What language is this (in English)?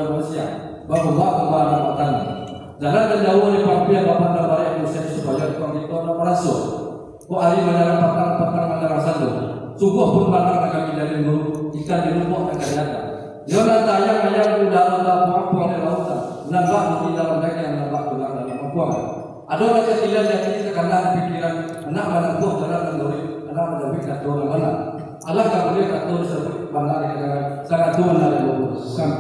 Minangkabau